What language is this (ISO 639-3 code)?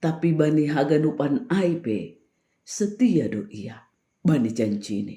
bts